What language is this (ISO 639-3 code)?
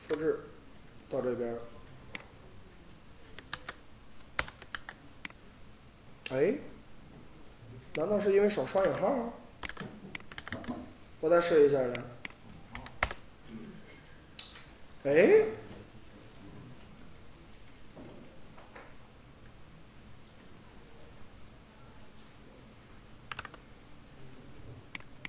zho